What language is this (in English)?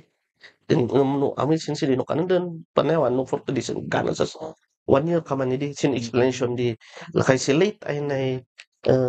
Kankanaey